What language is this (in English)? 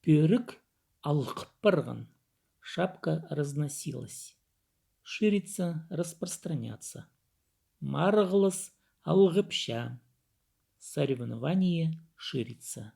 Khakas